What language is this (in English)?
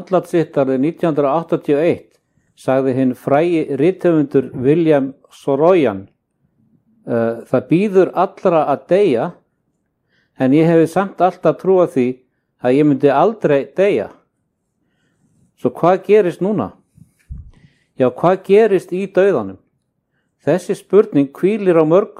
Icelandic